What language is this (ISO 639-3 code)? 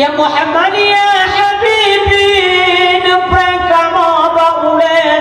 ace